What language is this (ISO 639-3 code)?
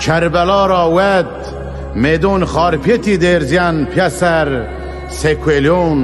zza